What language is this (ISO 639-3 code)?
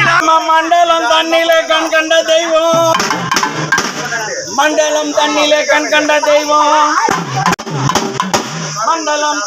tam